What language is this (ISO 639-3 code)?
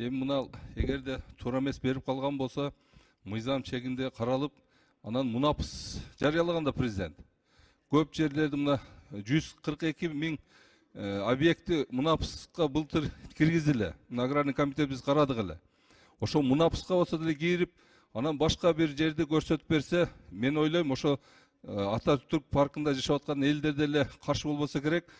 kir